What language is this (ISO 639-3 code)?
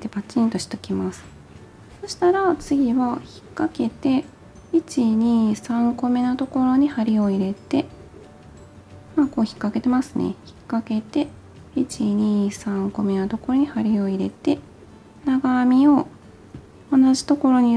jpn